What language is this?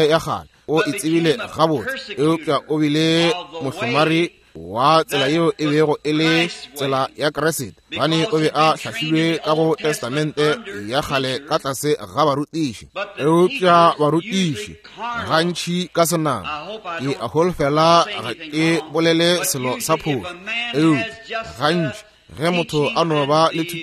Northern Sotho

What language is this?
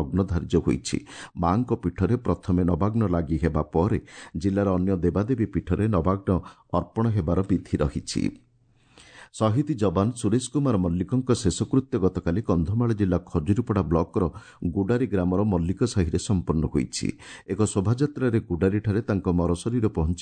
Odia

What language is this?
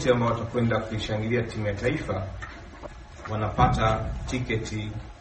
Swahili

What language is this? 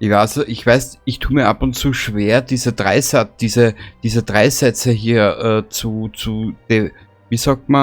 Bavarian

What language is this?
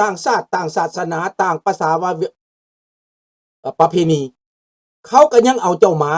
Lao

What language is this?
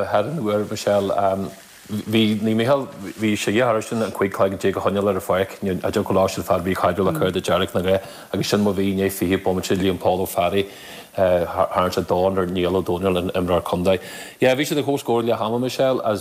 Irish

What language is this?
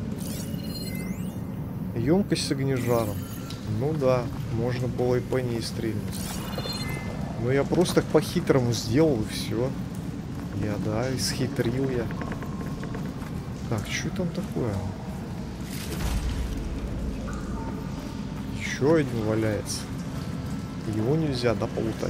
Russian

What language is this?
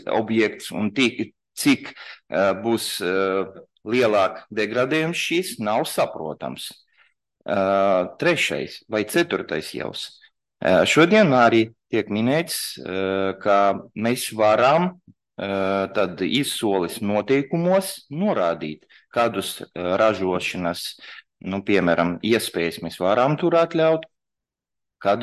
Latvian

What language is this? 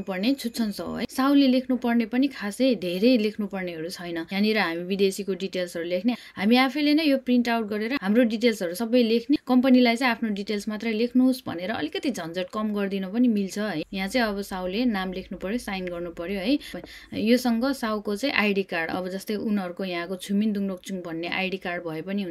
Nepali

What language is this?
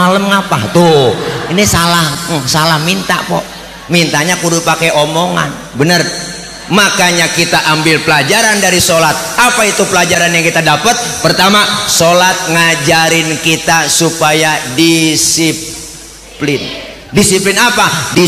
Betawi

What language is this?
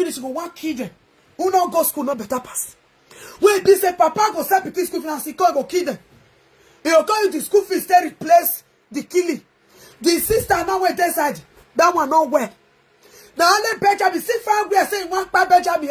Nigerian Pidgin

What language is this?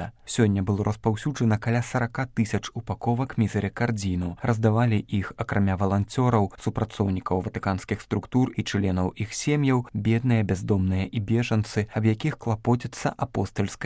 Belarusian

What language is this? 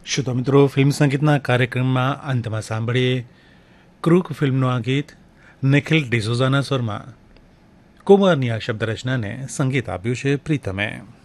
Gujarati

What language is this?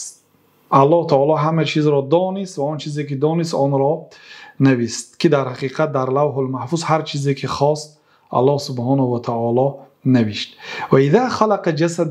Persian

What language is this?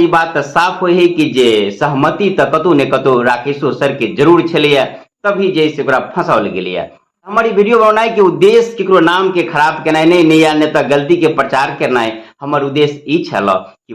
Maithili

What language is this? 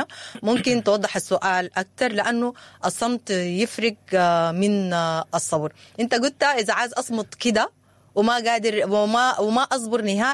Sudanese Arabic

